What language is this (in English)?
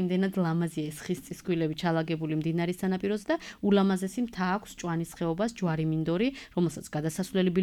Georgian